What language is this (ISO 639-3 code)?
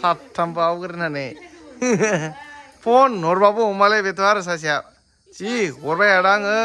brx